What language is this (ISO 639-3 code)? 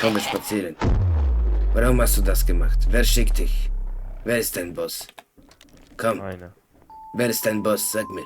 gsw